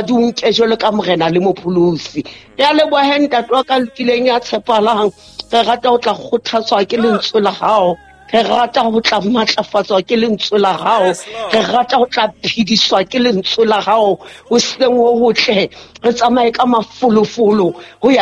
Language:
Southern Sotho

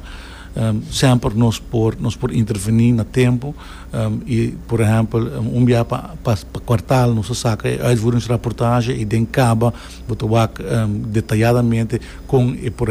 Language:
Papiamento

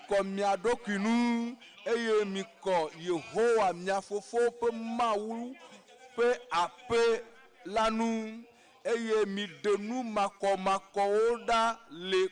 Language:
Ewe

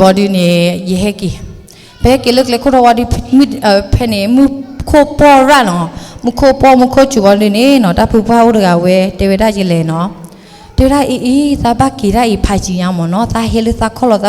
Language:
S'gaw Karen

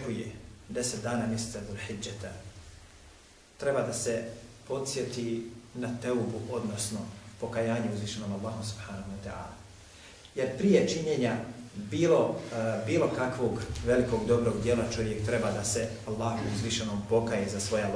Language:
Bosnian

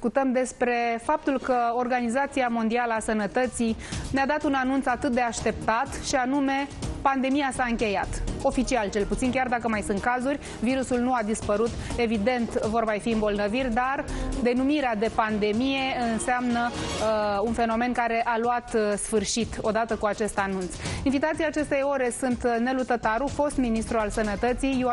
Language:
Romanian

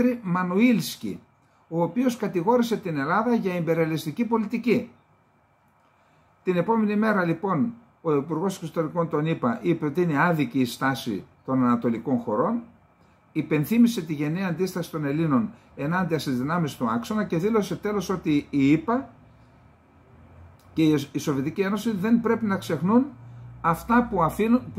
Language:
Greek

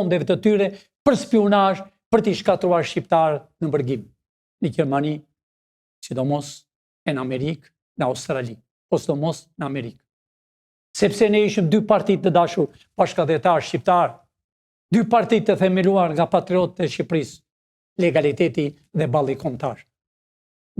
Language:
Albanian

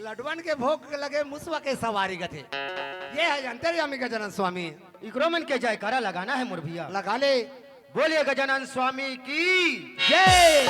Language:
Chhattisgarhi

